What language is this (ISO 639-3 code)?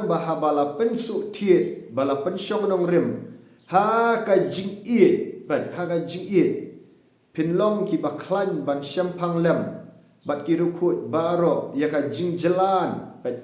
kha